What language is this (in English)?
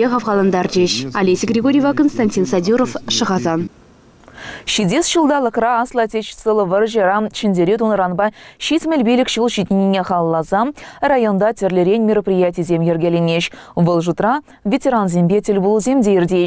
Chuvash